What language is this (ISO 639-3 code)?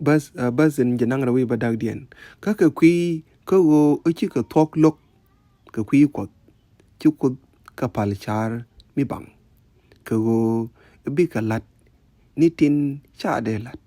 nus